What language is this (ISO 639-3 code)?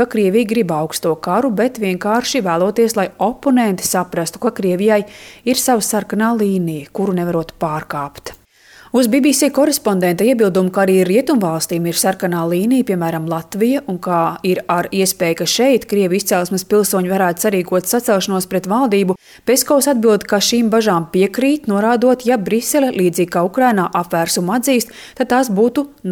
lav